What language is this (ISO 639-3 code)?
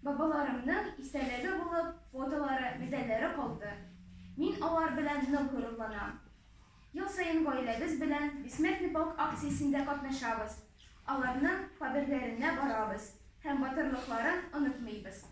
tat